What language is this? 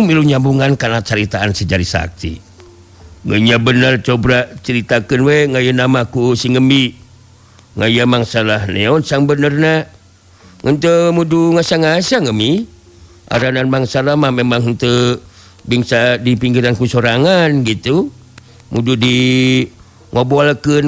Sundanese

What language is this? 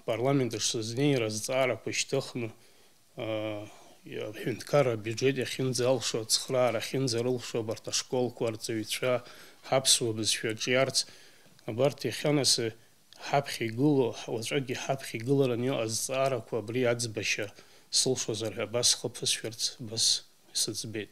Abkhazian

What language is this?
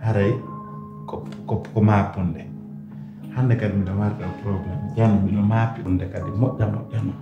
Pular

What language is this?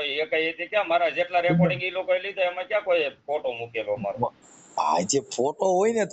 Gujarati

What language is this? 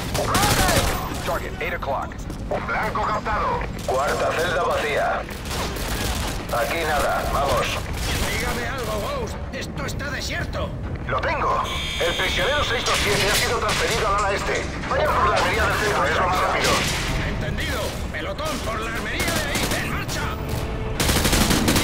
Spanish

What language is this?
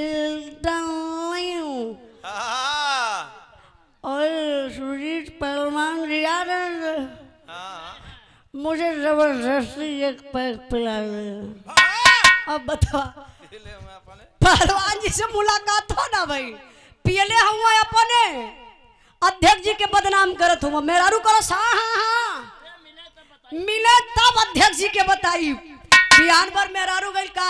Bhojpuri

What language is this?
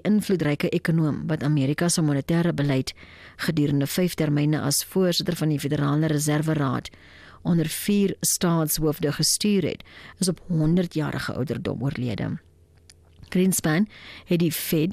Afrikaans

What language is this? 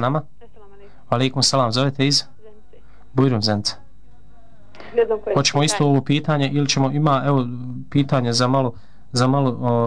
Bosnian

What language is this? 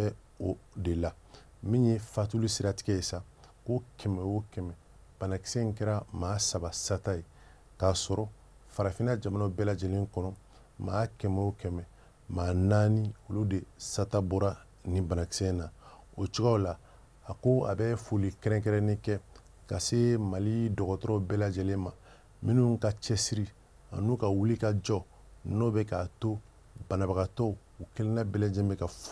Bambara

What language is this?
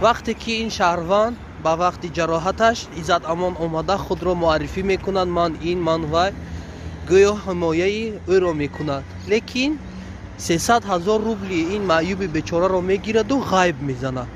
Tajik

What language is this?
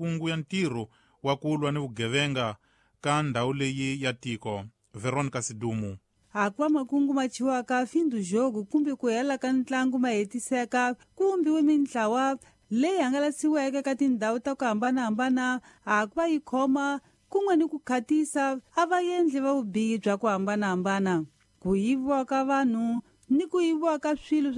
Tsonga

